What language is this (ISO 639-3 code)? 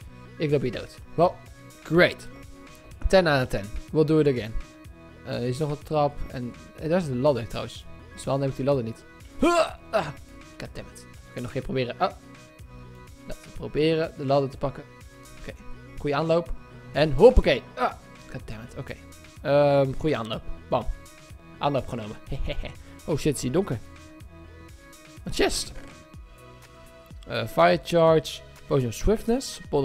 nld